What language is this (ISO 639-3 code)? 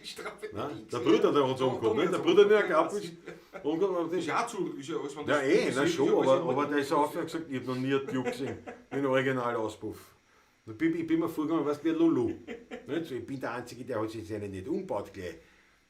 bar